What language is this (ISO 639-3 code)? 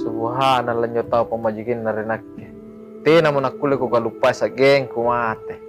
mak